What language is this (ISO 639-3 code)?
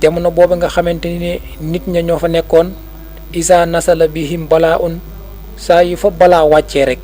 wol